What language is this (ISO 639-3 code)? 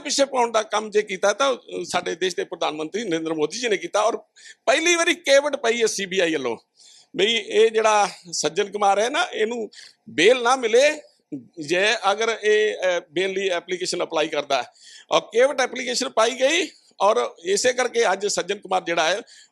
pan